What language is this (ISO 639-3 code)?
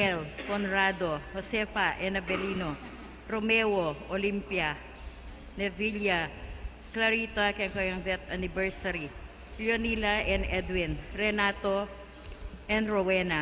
pam